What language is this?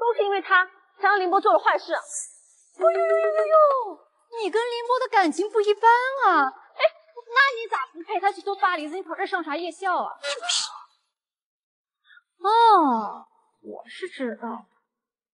Chinese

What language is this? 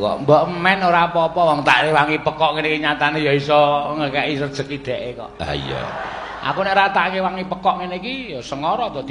Javanese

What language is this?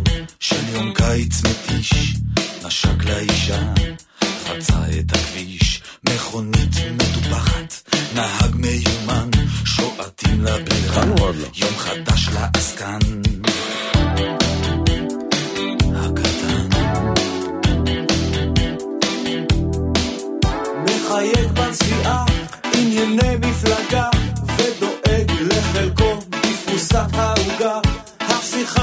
Hebrew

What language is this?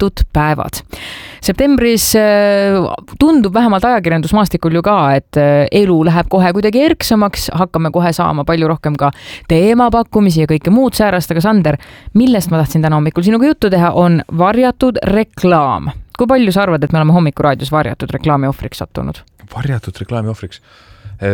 Estonian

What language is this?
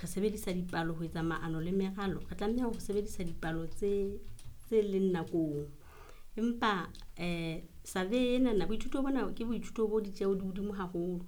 Southern Sotho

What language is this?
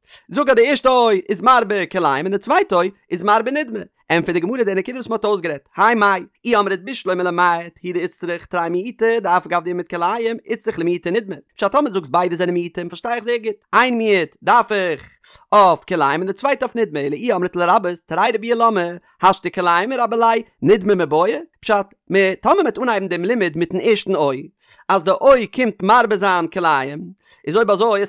Yiddish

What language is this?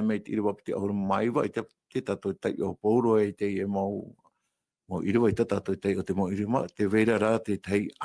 Tahitian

